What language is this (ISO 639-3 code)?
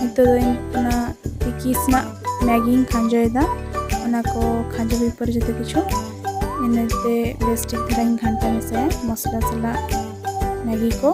sat